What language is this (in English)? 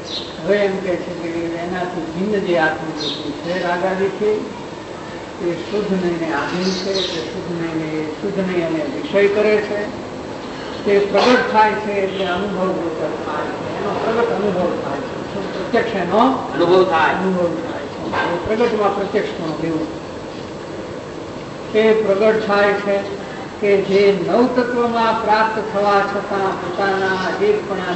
Gujarati